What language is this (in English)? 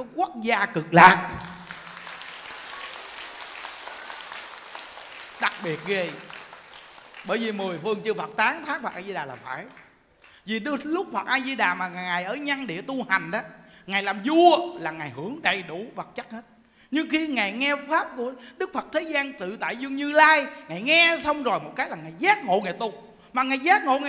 Vietnamese